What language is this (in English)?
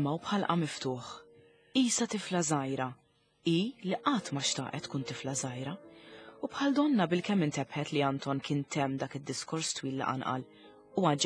Maltese